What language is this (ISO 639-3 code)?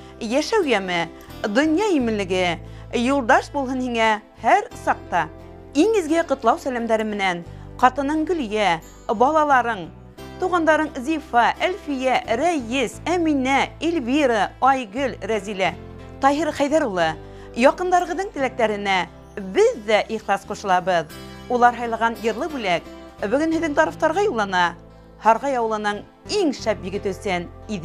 bak